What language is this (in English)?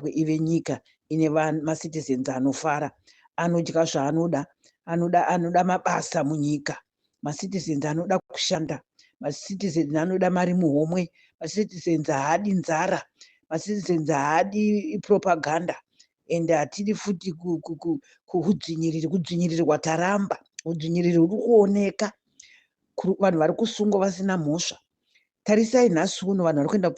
Shona